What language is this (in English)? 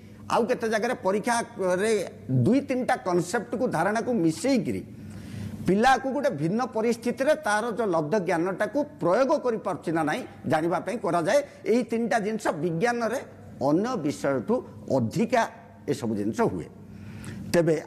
Odia